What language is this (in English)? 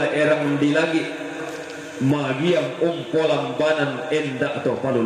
Toraja-Sa'dan